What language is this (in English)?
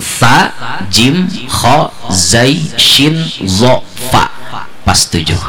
Banjar